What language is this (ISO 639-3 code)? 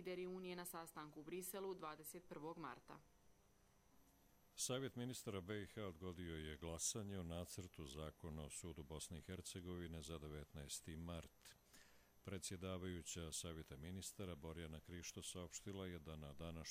bos